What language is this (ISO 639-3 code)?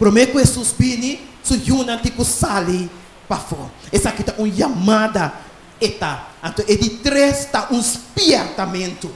pap